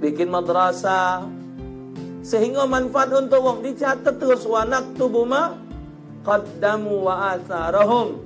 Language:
Musi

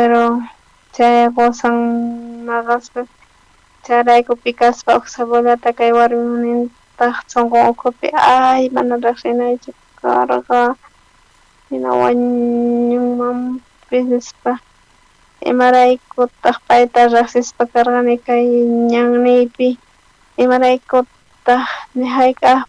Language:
South Bolivian Quechua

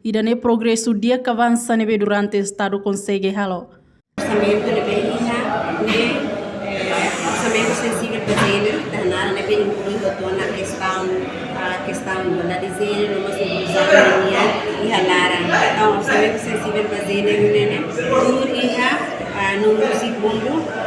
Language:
Tetum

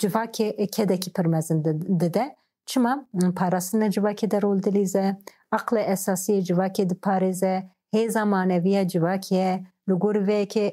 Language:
Kurdish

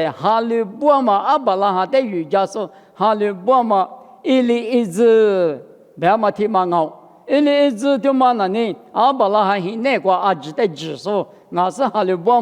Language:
Lisu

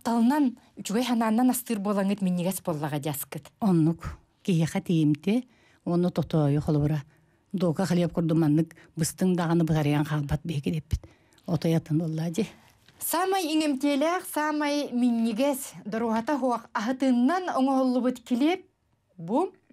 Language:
Yakut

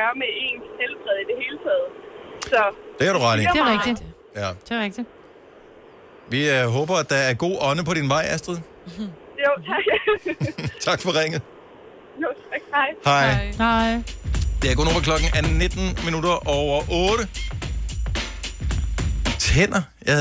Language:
Danish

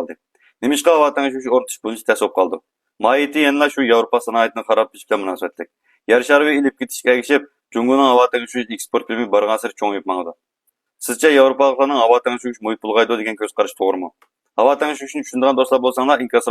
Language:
Uyghur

